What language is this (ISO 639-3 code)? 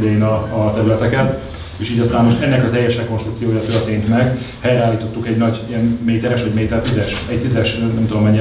hun